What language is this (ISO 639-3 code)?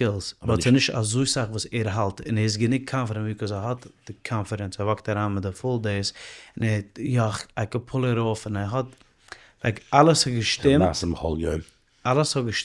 yid